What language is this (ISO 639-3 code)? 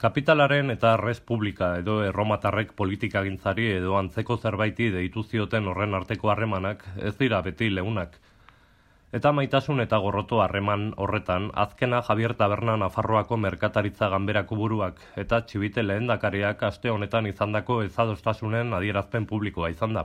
eus